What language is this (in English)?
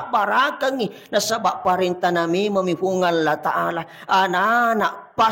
Buginese